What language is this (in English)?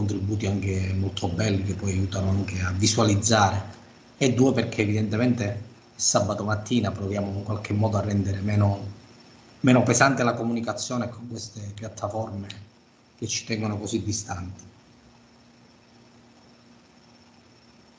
Italian